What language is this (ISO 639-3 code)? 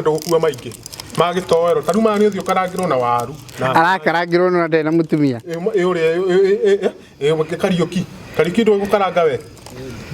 kik